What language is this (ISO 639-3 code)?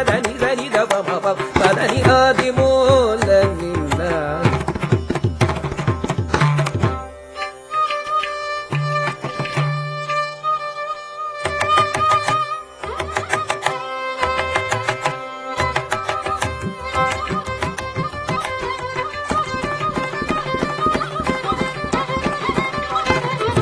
kan